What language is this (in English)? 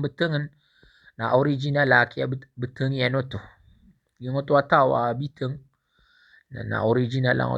Maranao